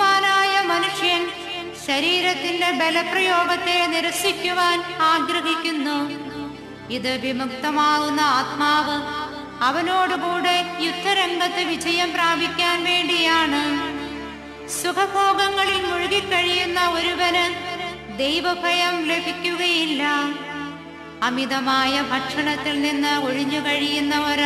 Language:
Malayalam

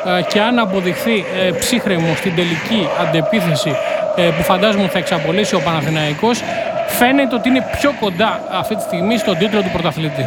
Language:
Greek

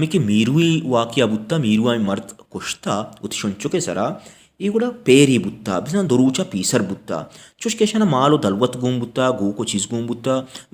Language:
Baluchi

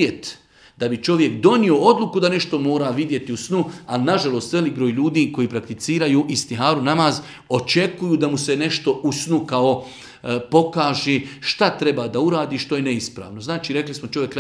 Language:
Bosnian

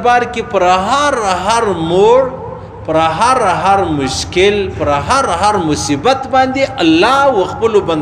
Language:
Pashto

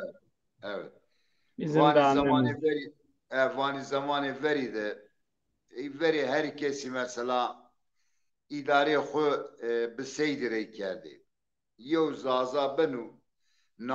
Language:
Zaza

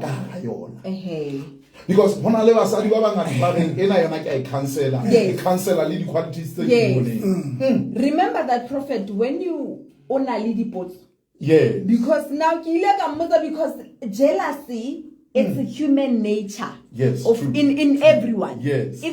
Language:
Southern Sotho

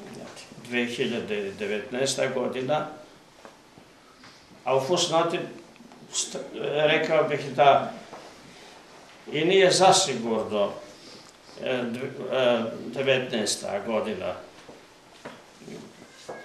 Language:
Serbian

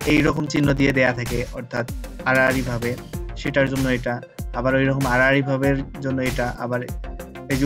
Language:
Bangla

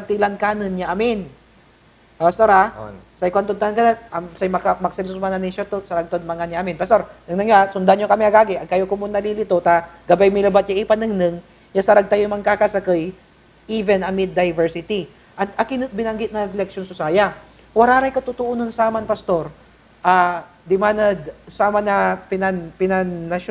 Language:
Pangasinan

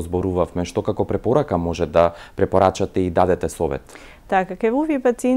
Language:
Macedonian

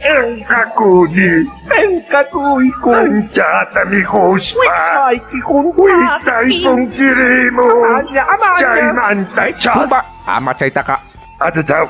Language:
Quechua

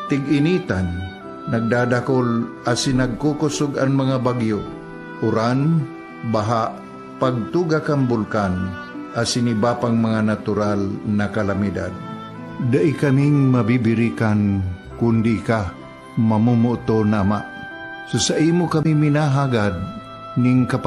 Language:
Bikol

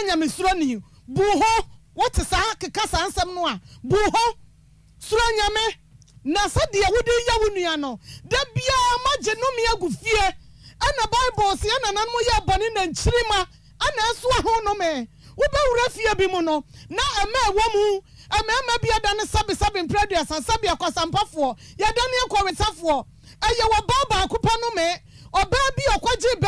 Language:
Akan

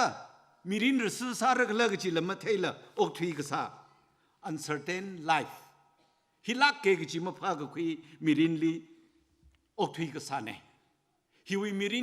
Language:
Tangkhul Naga (India)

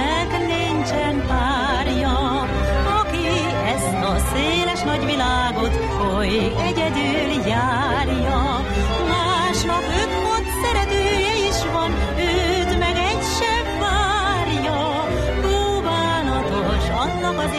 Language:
Hungarian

